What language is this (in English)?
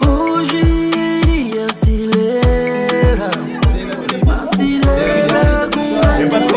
Kabuverdianu